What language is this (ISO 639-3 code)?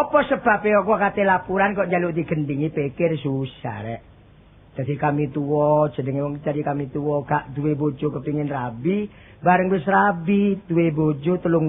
jav